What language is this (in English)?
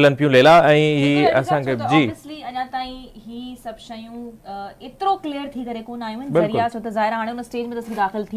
Sindhi